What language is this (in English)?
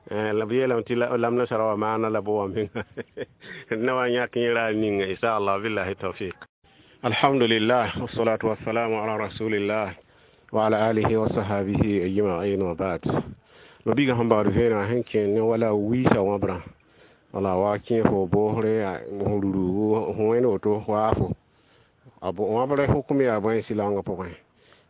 Mossi